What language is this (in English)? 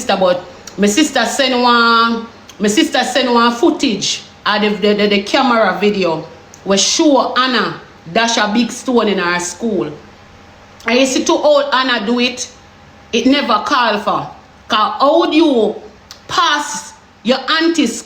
Jamaican Creole English